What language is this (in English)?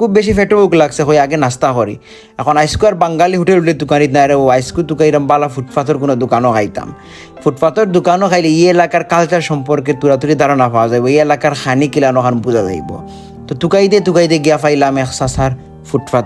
Sylheti